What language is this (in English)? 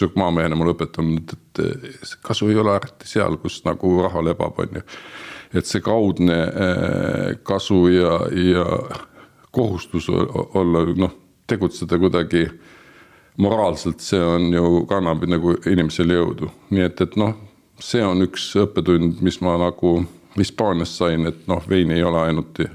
Estonian